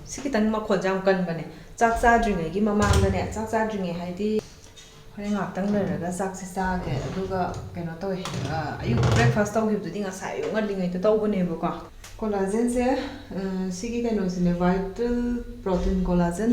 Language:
Manipuri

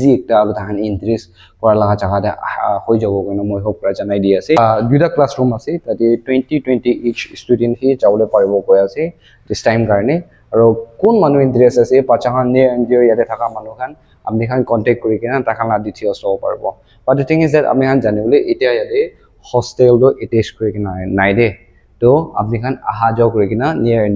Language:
Naga Pidgin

